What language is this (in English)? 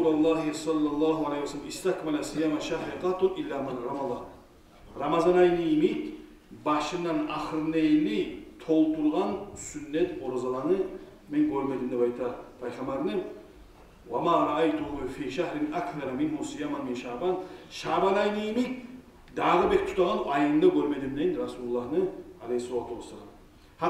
Kumyk